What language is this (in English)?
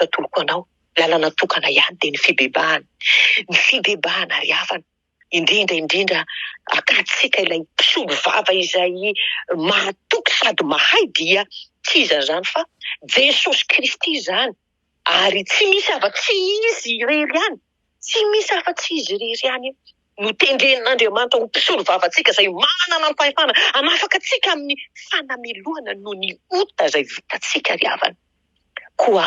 Malagasy